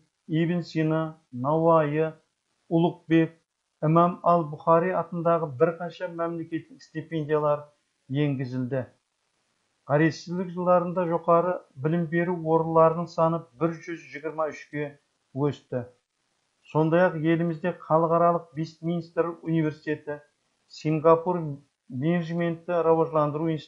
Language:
Kazakh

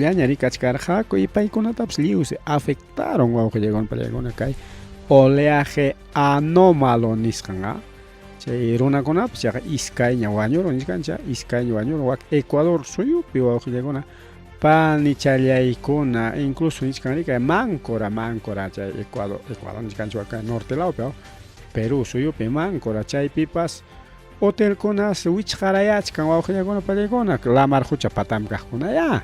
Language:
Ayacucho Quechua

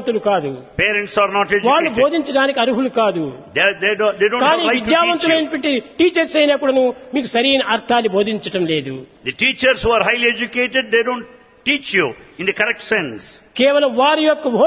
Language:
Telugu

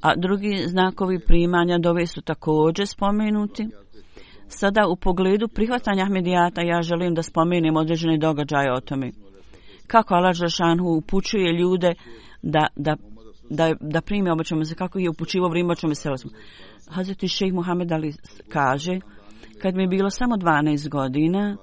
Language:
Bosnian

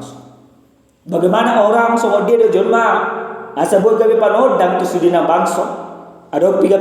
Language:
Batak Toba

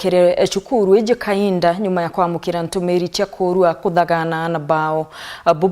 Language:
Meru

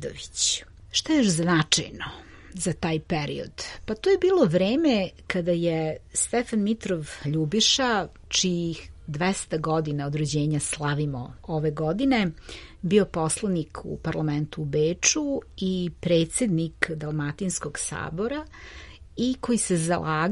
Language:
Serbian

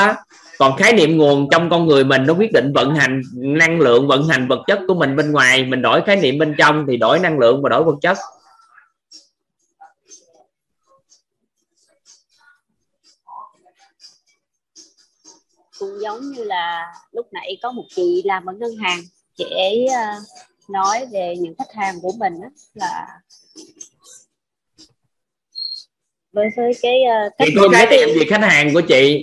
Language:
Vietnamese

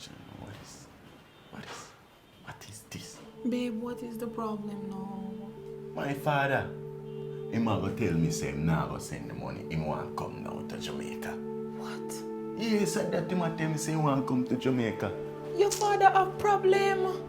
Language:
Jamaican Creole English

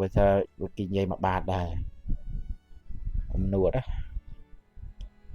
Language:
Khmer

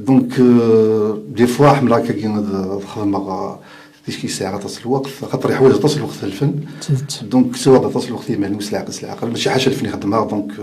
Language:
Kabyle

